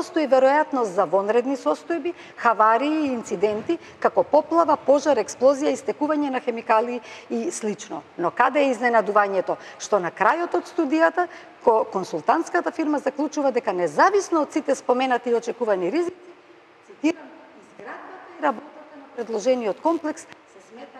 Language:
Macedonian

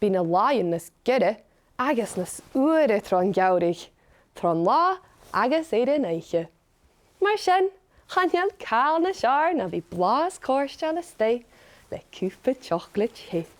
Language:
Scottish Gaelic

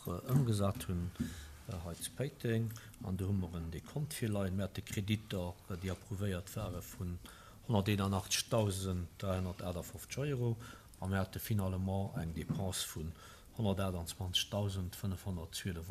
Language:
Luxembourgish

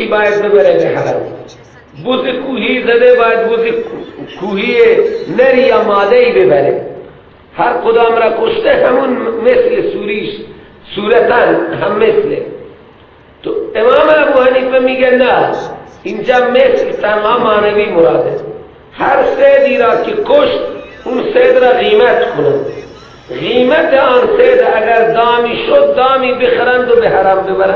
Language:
Persian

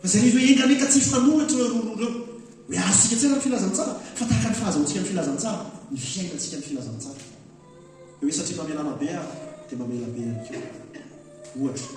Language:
Malagasy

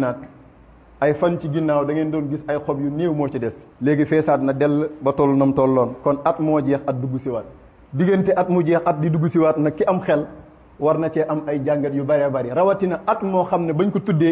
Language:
Wolof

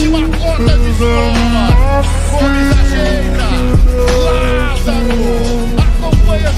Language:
Portuguese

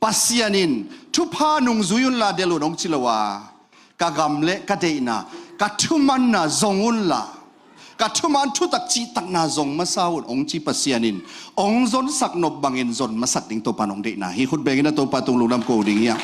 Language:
Tedim Chin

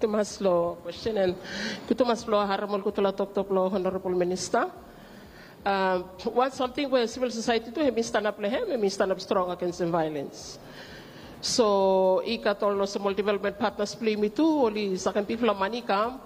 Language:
Bislama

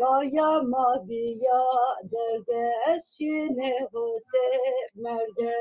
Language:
Zaza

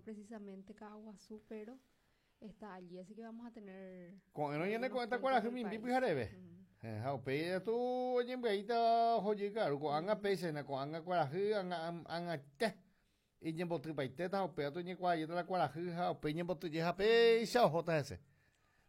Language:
Guarani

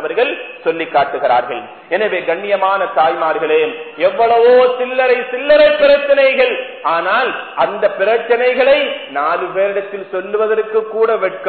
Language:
Tamil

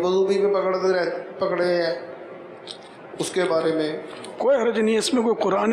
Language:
Urdu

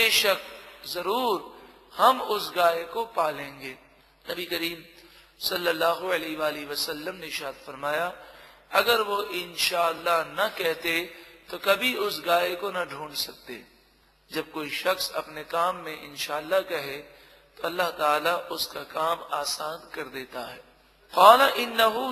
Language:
Urdu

